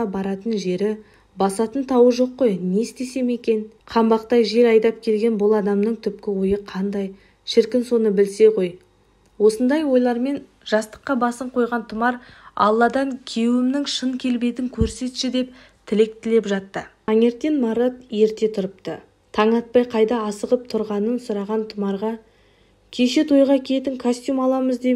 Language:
Kazakh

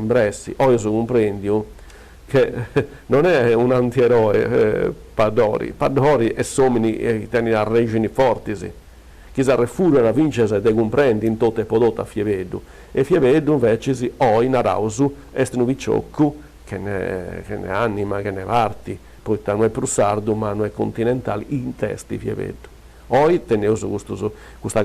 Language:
Sardinian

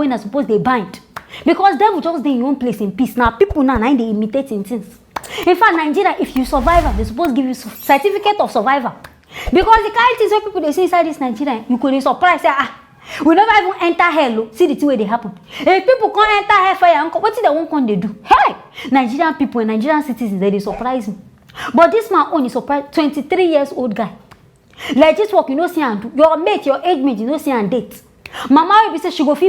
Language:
Nigerian Pidgin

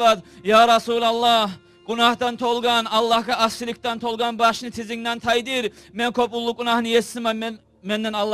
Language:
Kumyk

